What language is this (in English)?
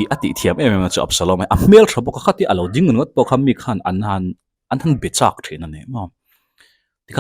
Mizo